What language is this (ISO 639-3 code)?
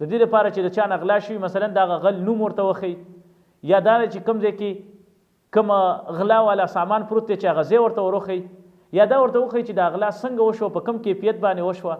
pus